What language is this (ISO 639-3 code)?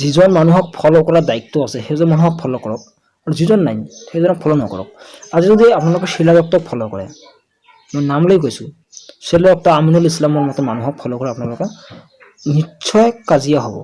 asm